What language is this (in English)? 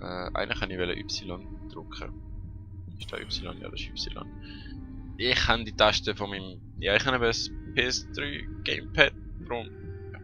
Swiss German